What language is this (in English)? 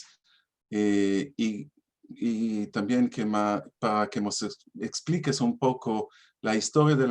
Ladino